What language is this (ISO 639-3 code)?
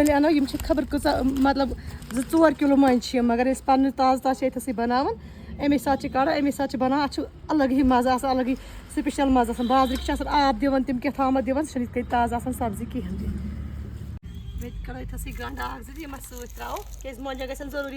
kas